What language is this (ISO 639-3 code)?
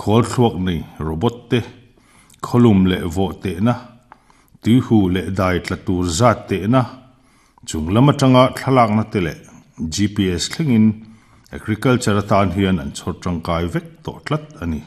lus